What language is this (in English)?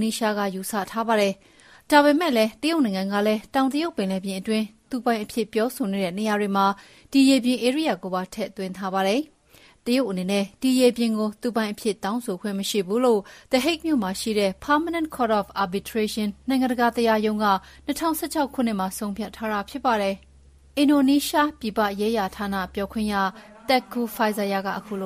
Burmese